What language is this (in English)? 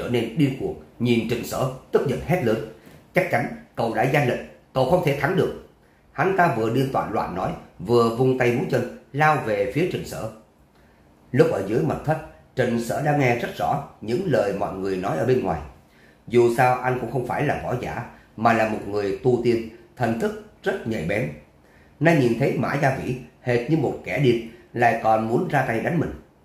Vietnamese